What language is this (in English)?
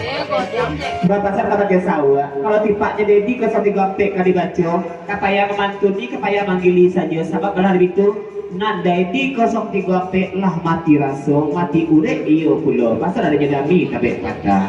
Minangkabau